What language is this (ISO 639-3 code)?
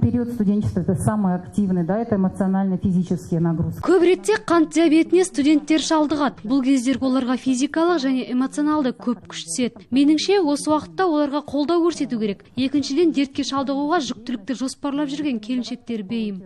kaz